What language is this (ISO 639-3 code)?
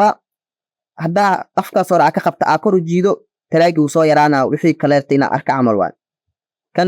som